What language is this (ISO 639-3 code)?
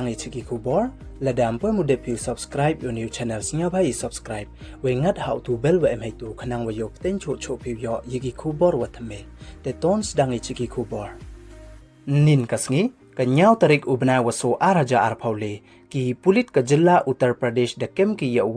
pbv